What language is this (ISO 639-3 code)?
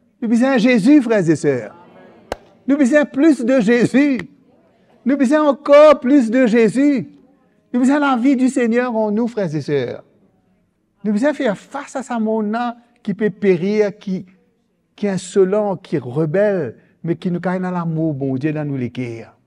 mfe